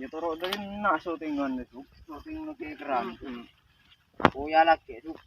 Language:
Madurese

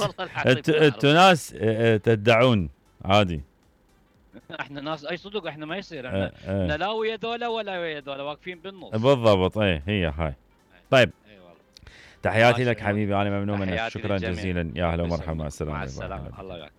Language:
Mesopotamian Arabic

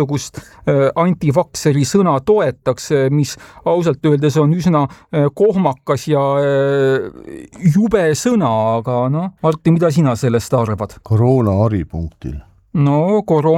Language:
Estonian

